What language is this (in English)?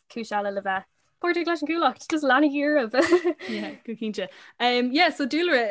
Irish